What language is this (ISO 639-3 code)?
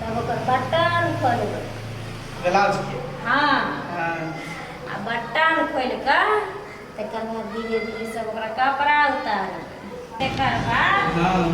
mai